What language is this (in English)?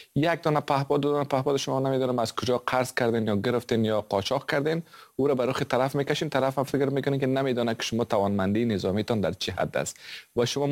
Persian